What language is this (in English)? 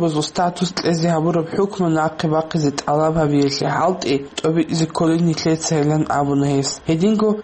Avaric